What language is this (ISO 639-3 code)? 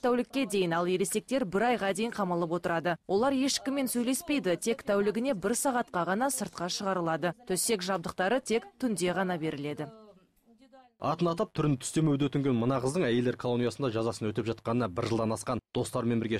kaz